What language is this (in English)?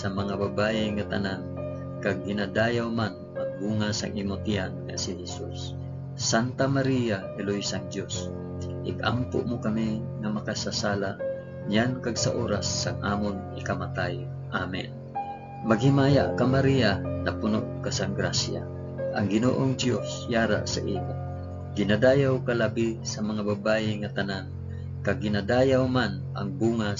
Hiligaynon